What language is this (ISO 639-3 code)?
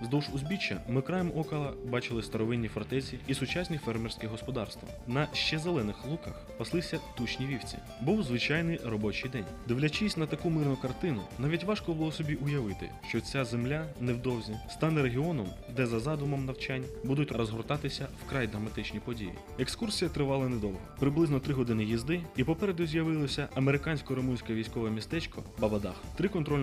ukr